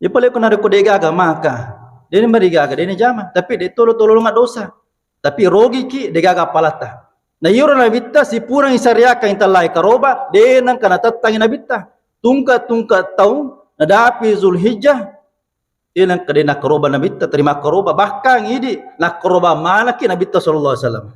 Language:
Buginese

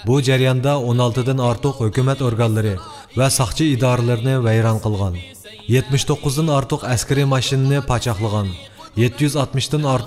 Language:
Uyghur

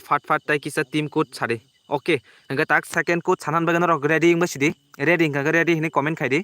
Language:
Kok Borok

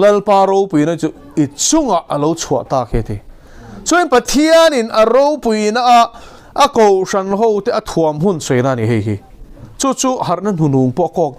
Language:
Mizo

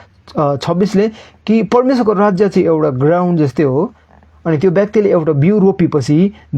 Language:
Nepali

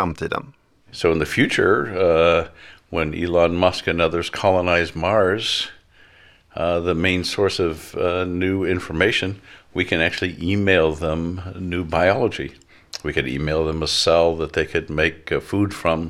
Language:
Swedish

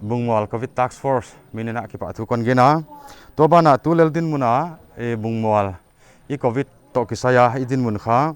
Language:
Paite Chin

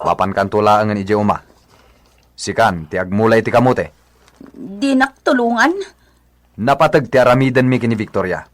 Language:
Iloko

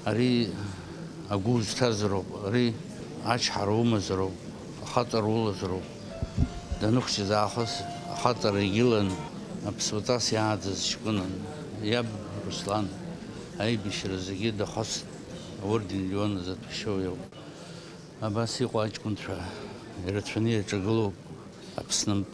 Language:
Abkhazian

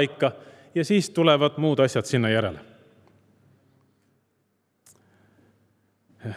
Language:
Estonian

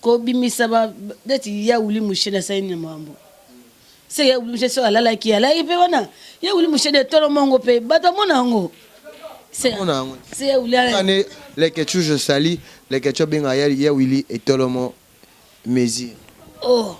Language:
Lingala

